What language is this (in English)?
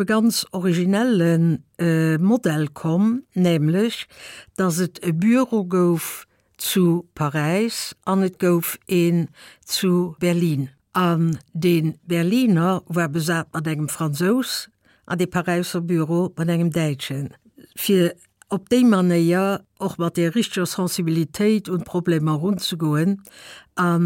Luxembourgish